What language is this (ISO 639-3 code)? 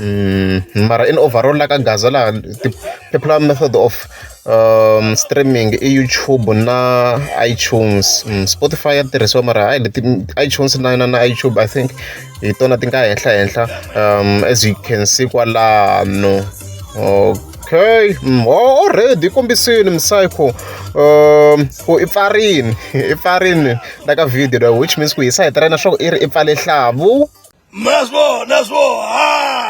tso